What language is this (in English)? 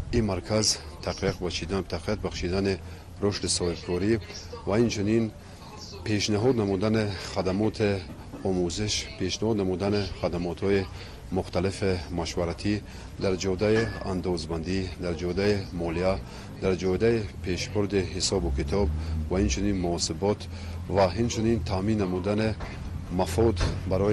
Tajik